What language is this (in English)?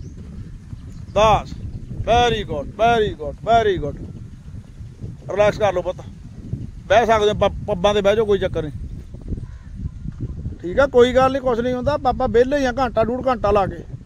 Punjabi